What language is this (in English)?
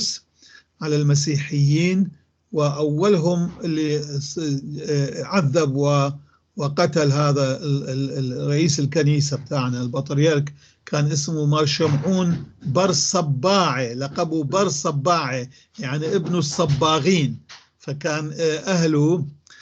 North Levantine Arabic